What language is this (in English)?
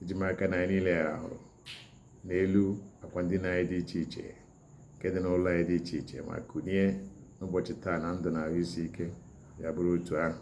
Igbo